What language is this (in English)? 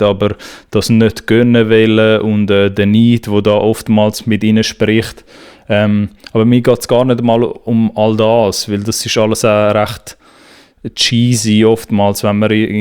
Swiss German